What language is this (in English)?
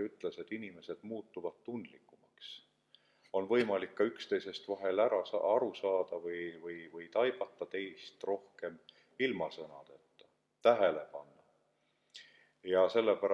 Estonian